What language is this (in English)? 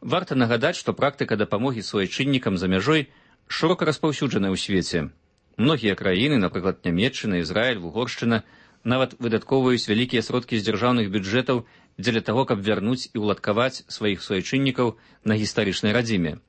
Belarusian